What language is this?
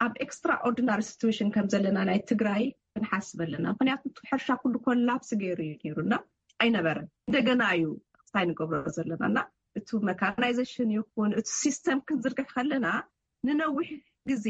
Tigrinya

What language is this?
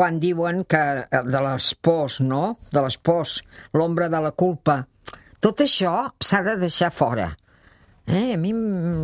Catalan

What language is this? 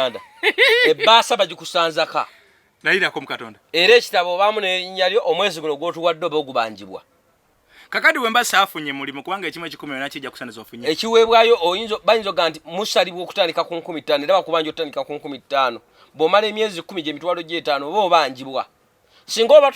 Ganda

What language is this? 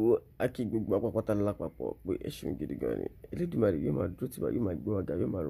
Yoruba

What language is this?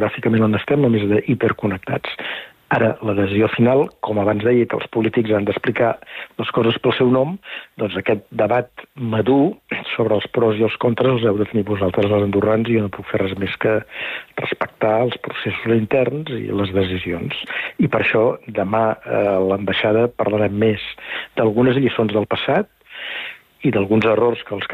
Catalan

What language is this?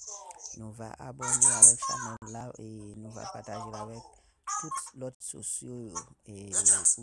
Haitian Creole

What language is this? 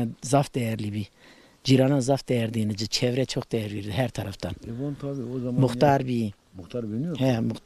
Zaza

